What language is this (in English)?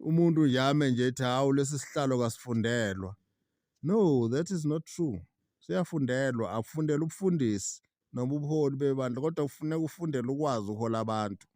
Zulu